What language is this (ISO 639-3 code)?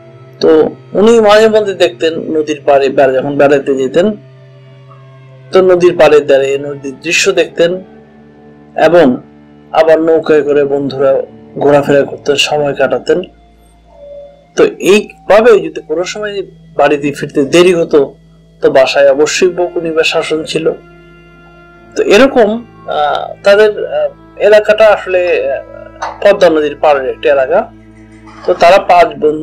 ben